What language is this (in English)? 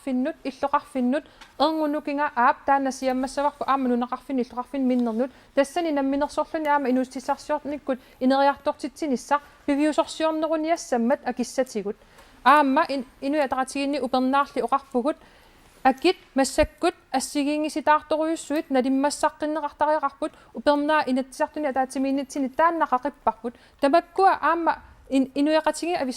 Kalaallisut